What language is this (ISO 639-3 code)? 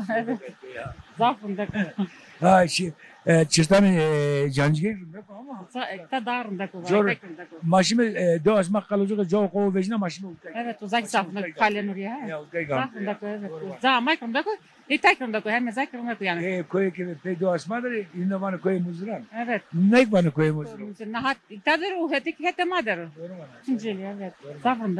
zza